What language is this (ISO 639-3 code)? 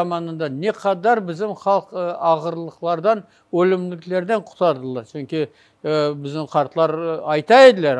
crh